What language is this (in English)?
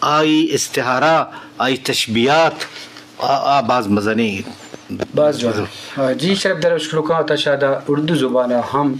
Eastern Balochi